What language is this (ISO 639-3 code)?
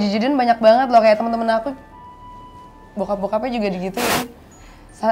ind